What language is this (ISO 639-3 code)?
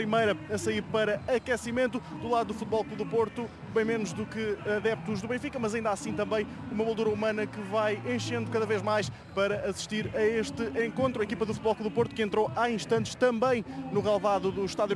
por